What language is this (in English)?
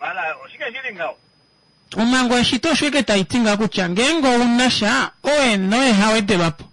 Kuanyama